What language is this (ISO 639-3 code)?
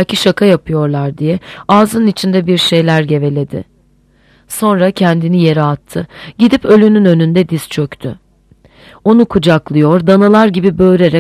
tur